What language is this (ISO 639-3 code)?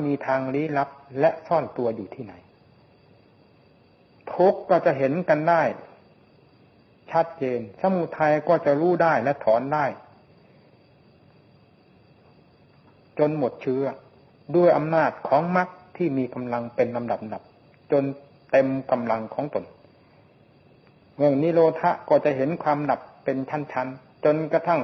tha